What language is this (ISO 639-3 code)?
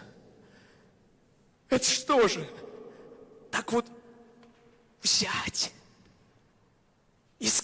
rus